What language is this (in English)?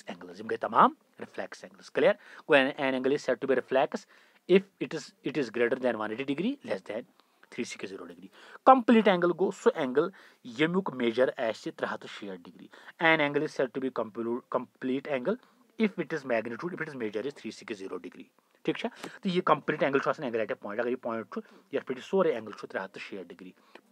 Kashmiri